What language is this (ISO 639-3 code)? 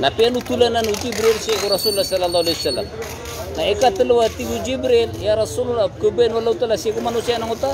mrw